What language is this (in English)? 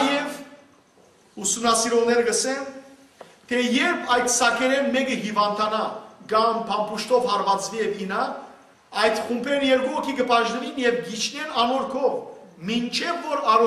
Western Armenian